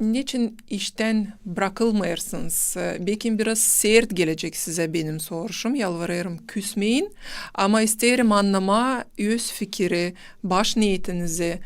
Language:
Gagauz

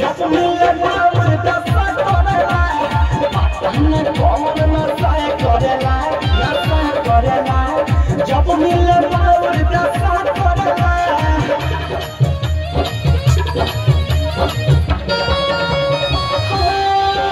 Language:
Bhojpuri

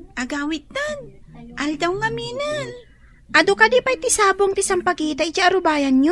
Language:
Iloko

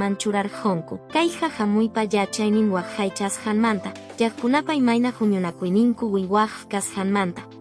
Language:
Quechua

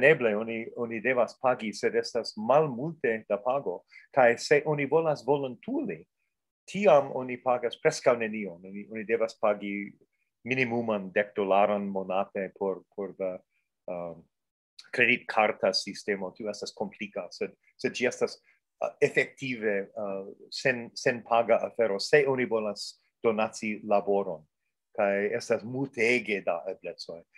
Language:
Esperanto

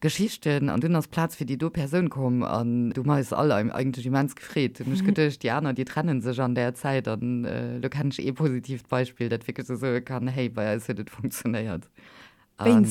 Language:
Luxembourgish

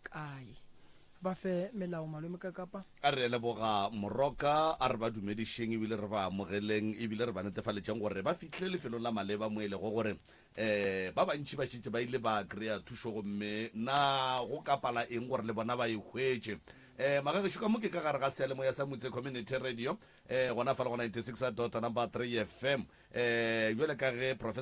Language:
Northern Sotho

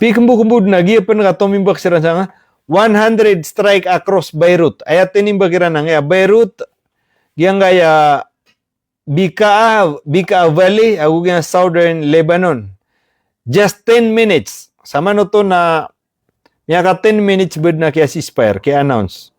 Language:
Maranao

